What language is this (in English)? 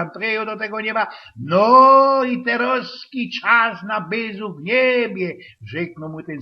Silesian